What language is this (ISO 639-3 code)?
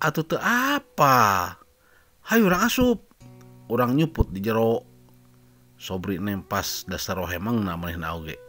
sun